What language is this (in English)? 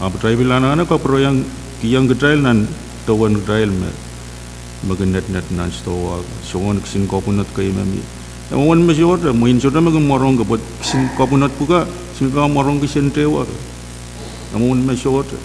Pohnpeian